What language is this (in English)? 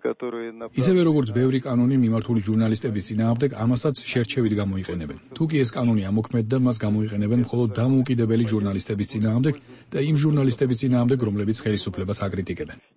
Georgian